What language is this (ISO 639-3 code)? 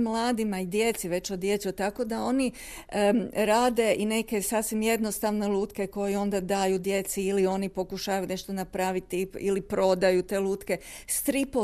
hrv